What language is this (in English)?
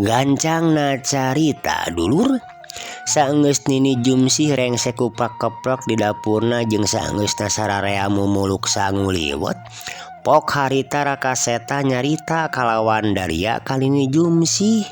Sundanese